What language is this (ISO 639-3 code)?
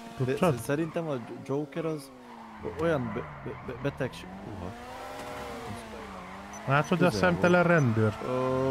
hun